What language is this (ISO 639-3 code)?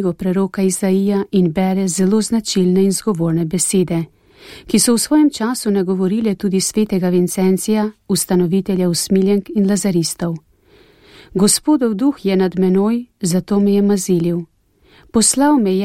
slv